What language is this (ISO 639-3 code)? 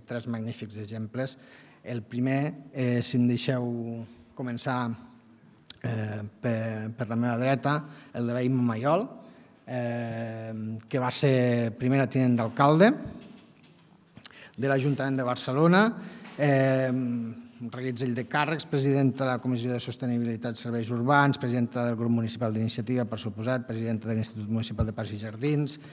cat